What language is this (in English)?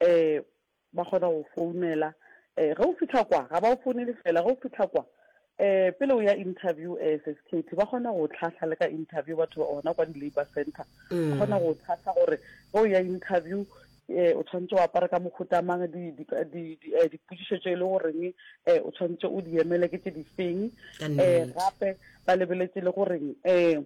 Northern Sotho